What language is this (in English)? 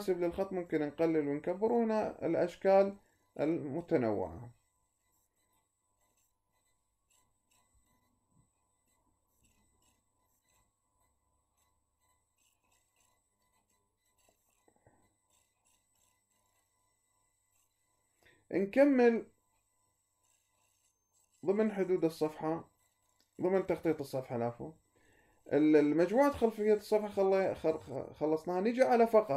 Mesopotamian Arabic